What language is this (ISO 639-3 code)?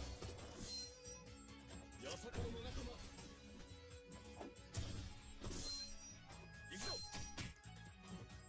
jpn